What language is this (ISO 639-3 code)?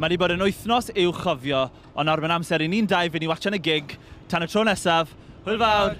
cym